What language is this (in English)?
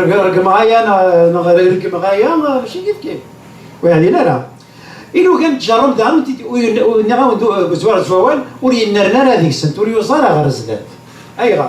Kabyle